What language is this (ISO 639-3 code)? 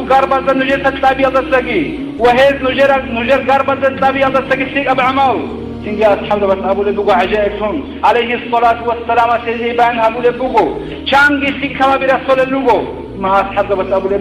ava